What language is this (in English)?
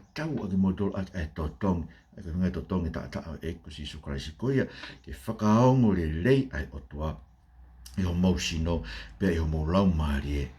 Tongan